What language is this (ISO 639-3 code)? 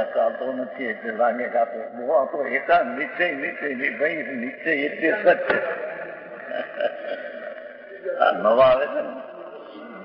guj